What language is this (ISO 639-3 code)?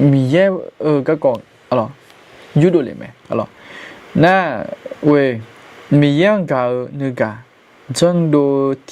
ahk